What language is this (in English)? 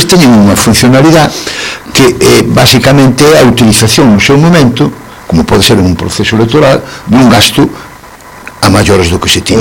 Galician